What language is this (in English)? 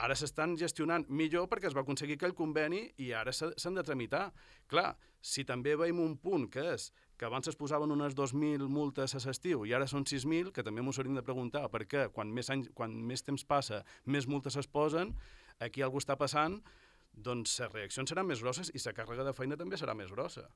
Catalan